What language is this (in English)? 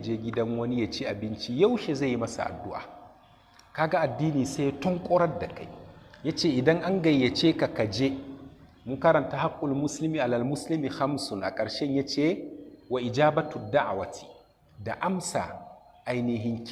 Hausa